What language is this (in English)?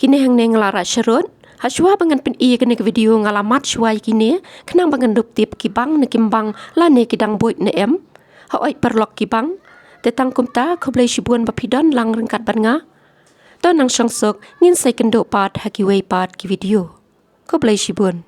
Khasi